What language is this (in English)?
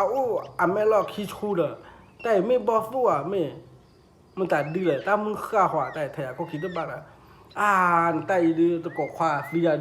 S'gaw Karen